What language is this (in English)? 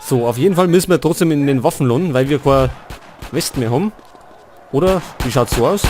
Bavarian